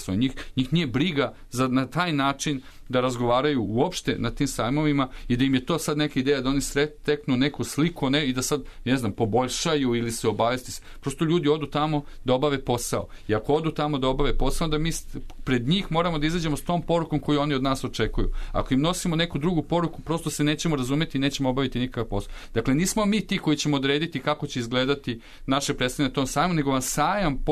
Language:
Serbian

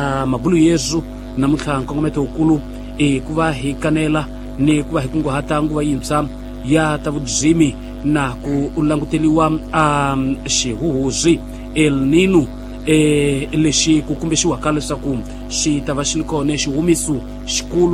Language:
Tsonga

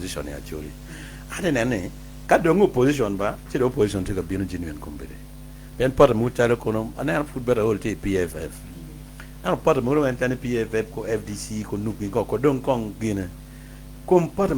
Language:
Acoli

